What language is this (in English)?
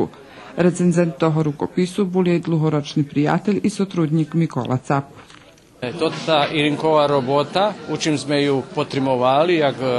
Rusyn